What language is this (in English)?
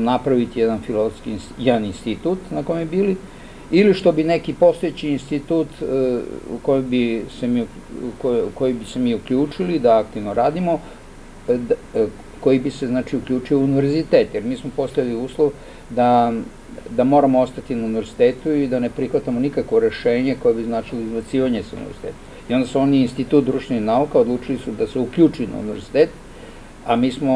Serbian